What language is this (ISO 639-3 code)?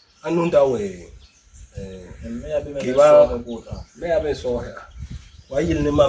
bas